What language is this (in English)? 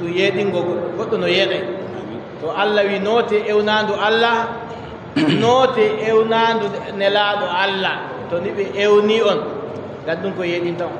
Adamawa Fulfulde